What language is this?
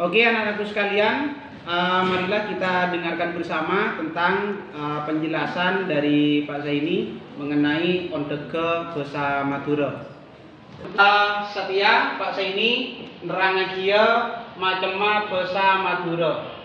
Madurese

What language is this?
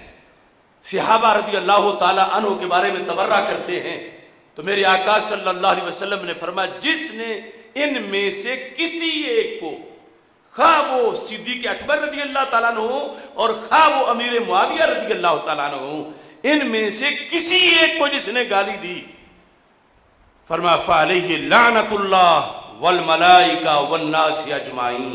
Urdu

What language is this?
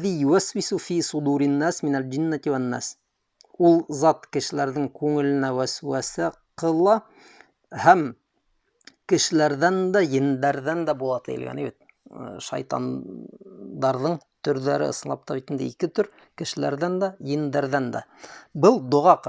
Bashkir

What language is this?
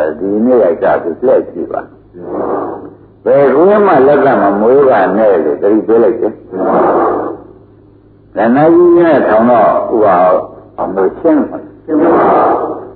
Burmese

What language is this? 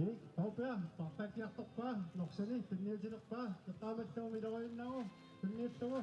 Kalaallisut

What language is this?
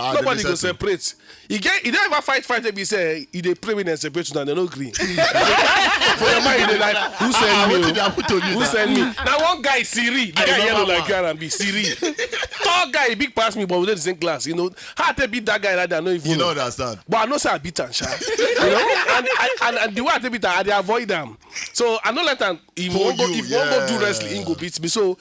Nigerian Pidgin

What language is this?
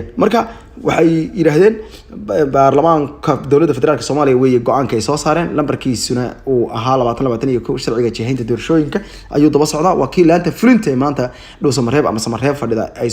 Somali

